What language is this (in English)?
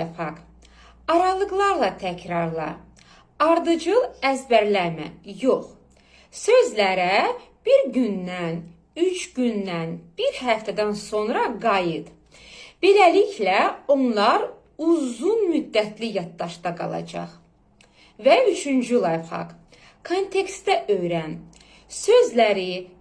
Azerbaijani